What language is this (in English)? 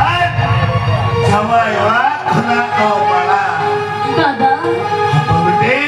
Santali